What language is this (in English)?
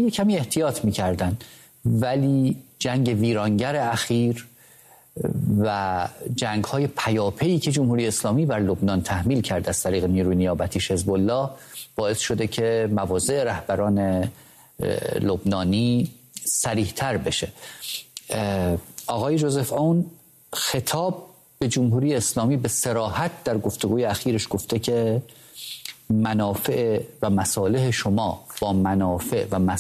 Persian